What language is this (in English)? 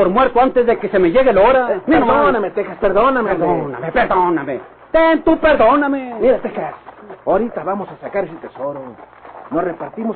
Spanish